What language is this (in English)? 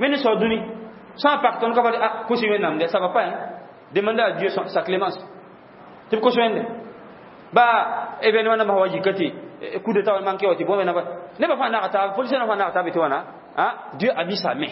Mossi